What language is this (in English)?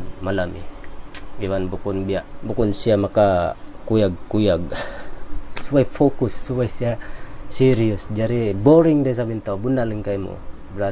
Tausug